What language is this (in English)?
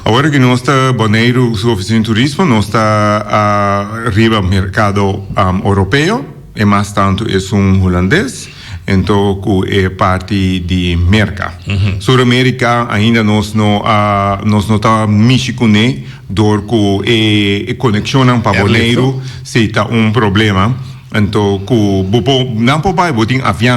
Papiamento